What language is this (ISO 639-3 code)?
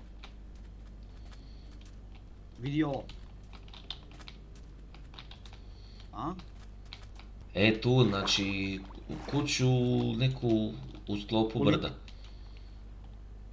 hrv